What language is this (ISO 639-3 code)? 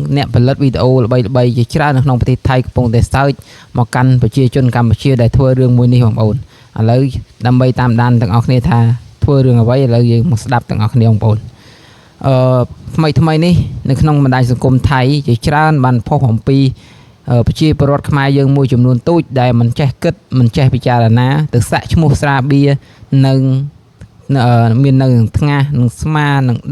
khm